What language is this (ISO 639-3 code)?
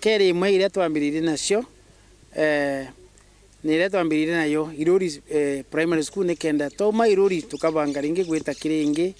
mer